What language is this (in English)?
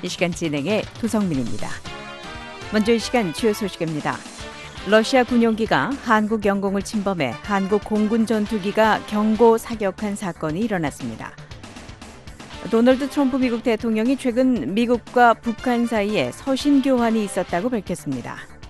Korean